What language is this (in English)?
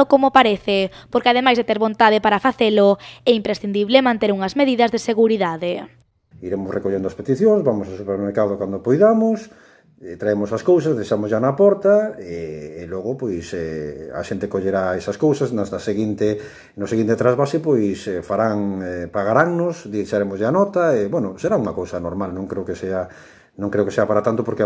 Galician